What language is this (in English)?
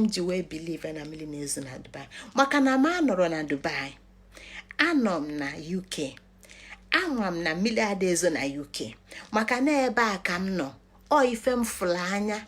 Igbo